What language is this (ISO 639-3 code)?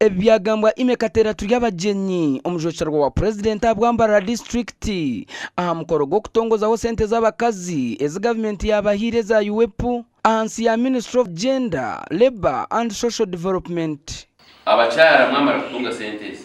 nyn